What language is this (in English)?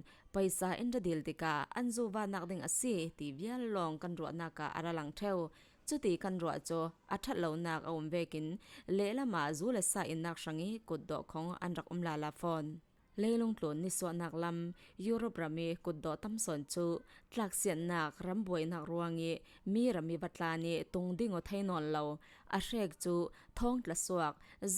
Falam Chin